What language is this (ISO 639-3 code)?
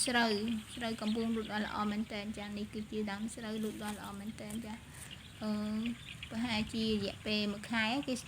khm